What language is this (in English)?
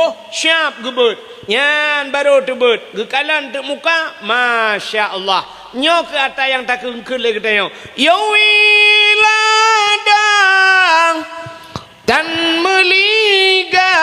Achinese